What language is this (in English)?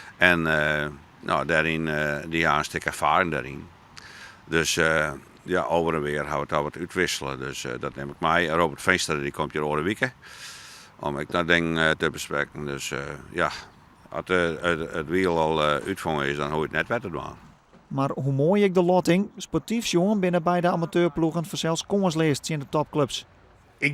Western Frisian